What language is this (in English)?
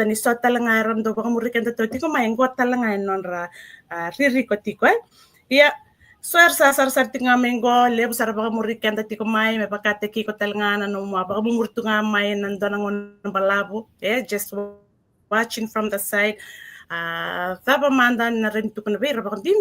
Fijian